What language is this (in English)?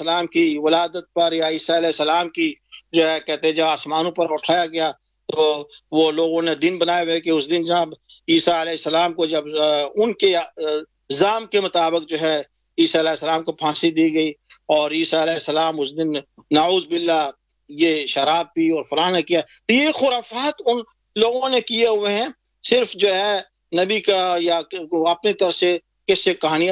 Urdu